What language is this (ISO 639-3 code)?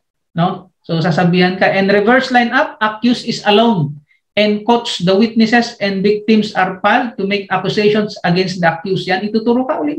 fil